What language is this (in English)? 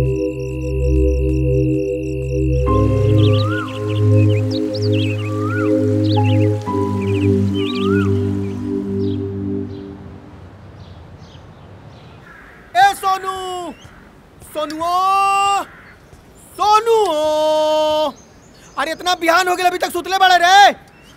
Bhojpuri